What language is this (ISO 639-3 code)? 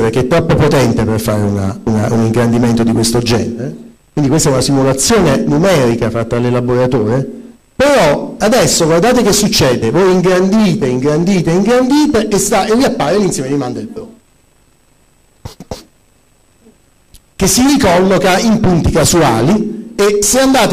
ita